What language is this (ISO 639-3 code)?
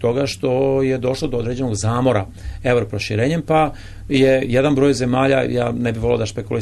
srp